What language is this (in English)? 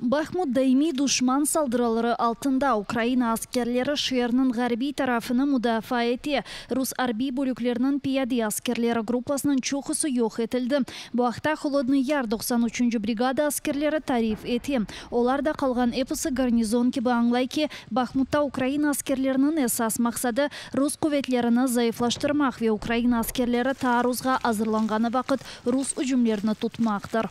Crimean Tatar